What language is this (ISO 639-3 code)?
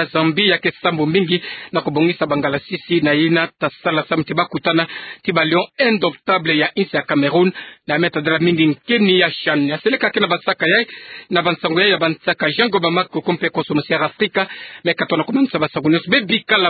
ktu